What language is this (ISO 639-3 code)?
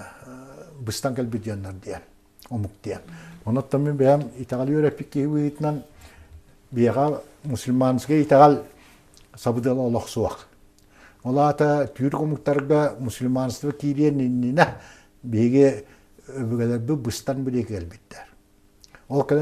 sah